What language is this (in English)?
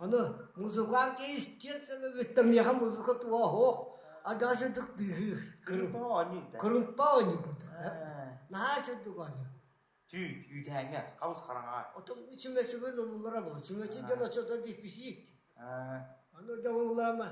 Yakut